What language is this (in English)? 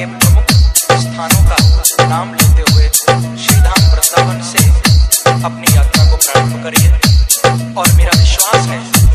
Hindi